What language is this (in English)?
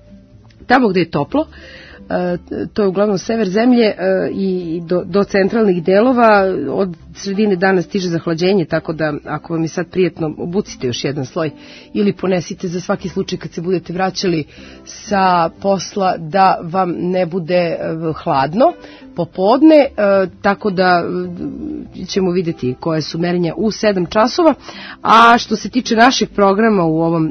Serbian